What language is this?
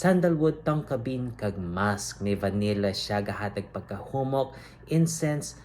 Hiligaynon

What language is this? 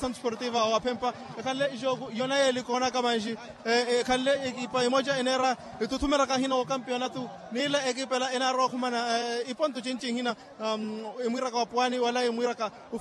Makhuwa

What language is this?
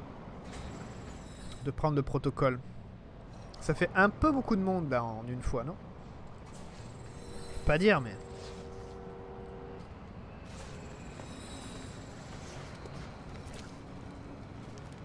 French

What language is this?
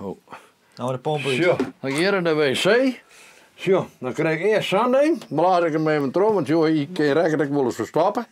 Western Frisian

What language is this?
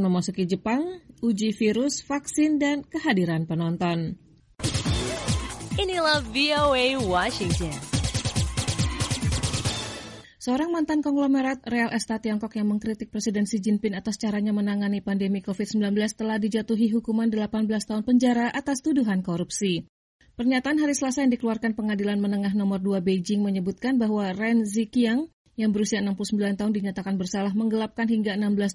Indonesian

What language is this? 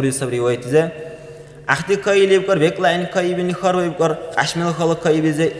Dargwa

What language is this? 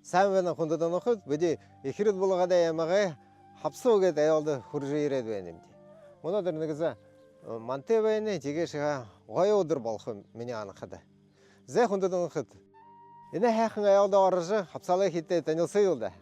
Buriat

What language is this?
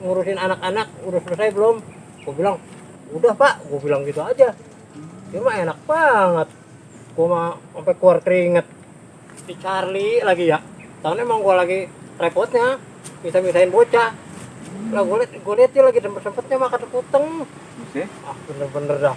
Betawi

